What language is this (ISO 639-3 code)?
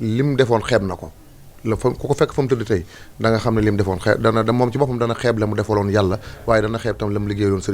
wol